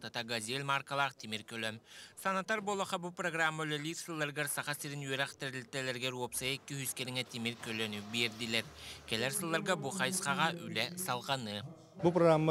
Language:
Yakut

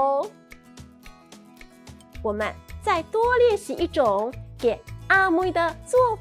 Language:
Hakka Chinese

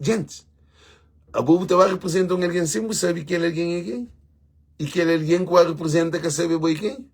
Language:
Kabuverdianu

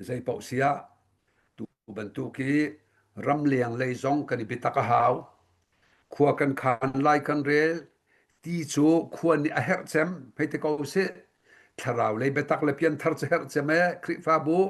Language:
Hakha Chin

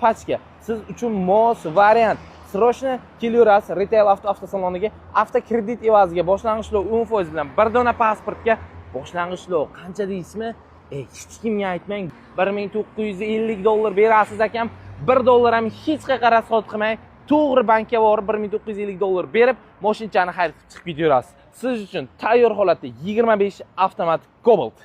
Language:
Uzbek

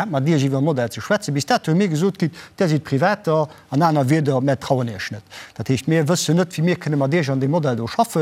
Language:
Luxembourgish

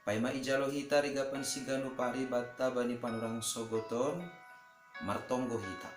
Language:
Batak Simalungun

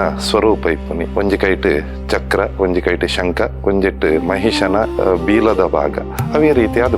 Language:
Tulu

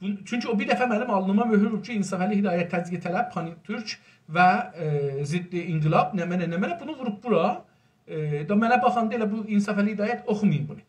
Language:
South Azerbaijani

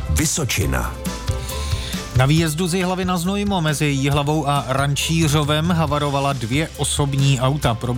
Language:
Czech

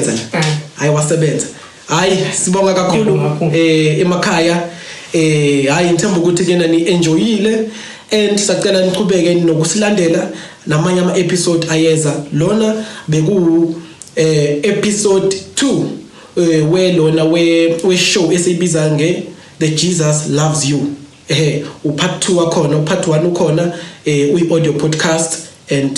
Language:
Zulu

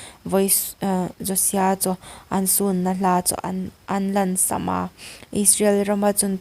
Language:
Hmar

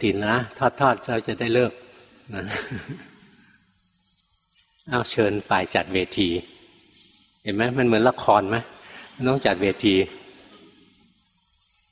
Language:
Thai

